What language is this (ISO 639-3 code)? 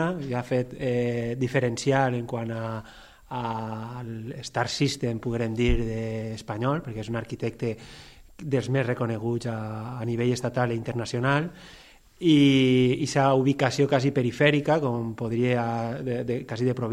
cat